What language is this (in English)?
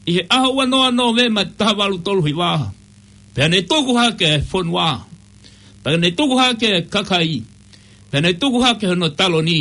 Tongan